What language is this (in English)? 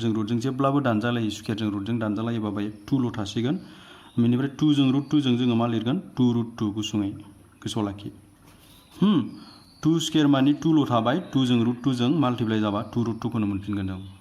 Bodo